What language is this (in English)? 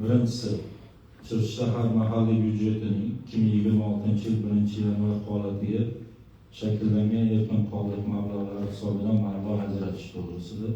Uzbek